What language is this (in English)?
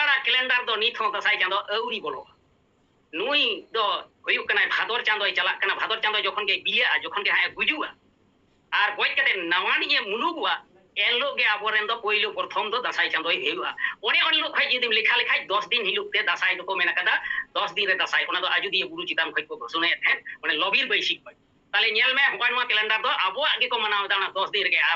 Santali